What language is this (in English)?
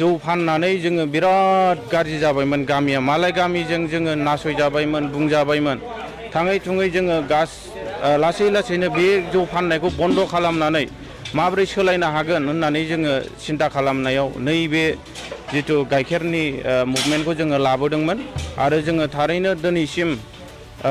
Bodo